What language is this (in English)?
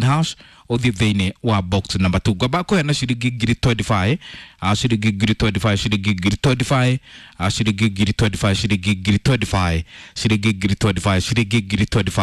Kikuyu